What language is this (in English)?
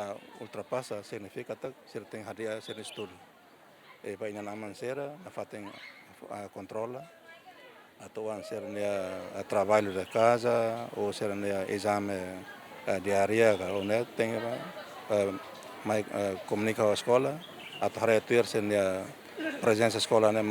Tetum